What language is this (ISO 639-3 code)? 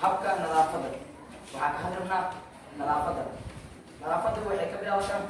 som